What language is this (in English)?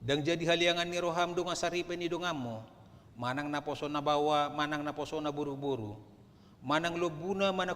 Batak Toba